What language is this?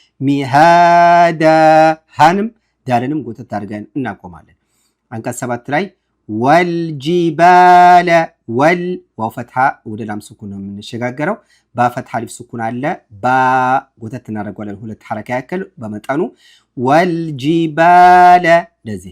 Amharic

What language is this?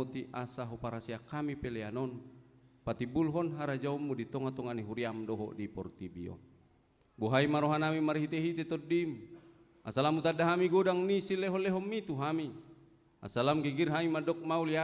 Batak Toba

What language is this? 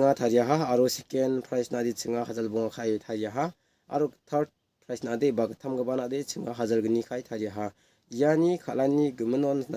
Garo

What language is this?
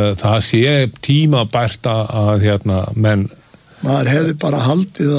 Icelandic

